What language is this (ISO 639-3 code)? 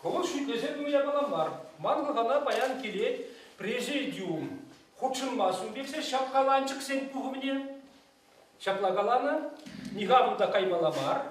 chv